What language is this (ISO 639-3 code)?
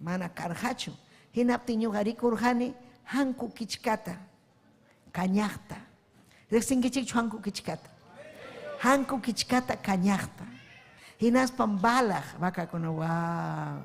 quy